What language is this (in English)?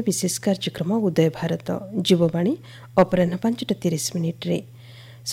Odia